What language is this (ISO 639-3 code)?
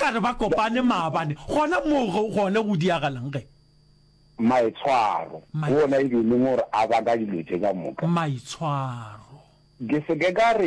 nso